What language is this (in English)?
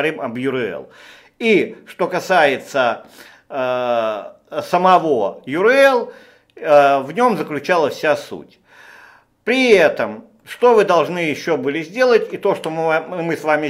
Russian